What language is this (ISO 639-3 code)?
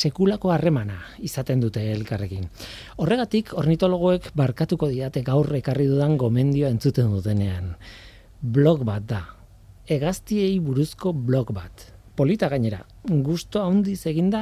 eus